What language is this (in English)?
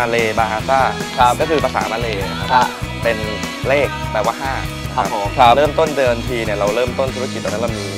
Thai